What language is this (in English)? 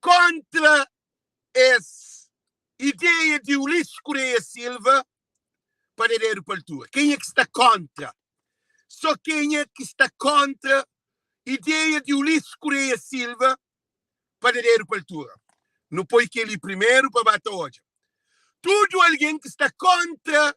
Kabuverdianu